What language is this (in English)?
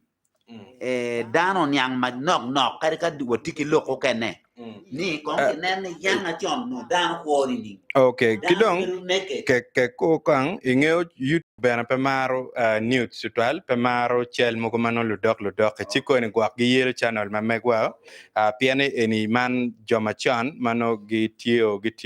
Acoli